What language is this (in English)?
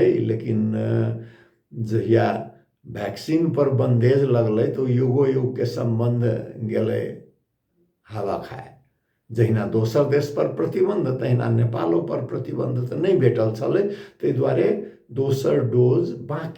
Maithili